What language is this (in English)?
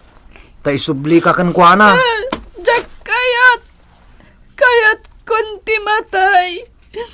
Iloko